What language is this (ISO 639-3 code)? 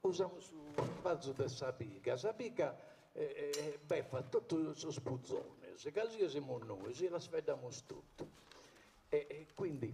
srd